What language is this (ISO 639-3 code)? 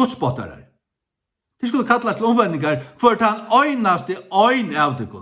fao